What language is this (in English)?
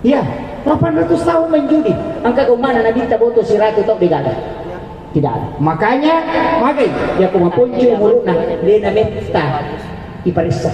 Buginese